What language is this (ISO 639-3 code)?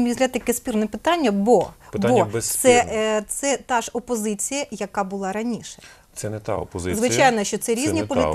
ukr